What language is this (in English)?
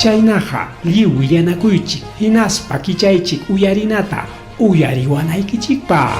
Ayacucho Quechua